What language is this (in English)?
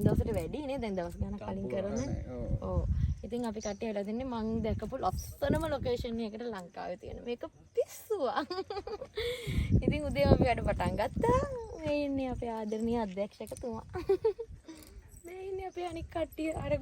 Sinhala